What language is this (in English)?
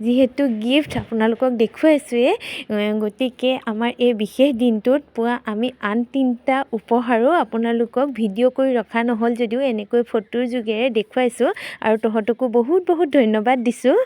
Assamese